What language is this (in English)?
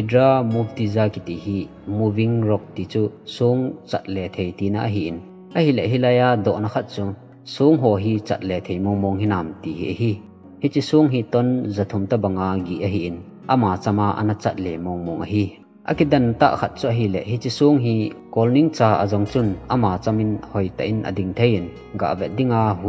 Thado Chin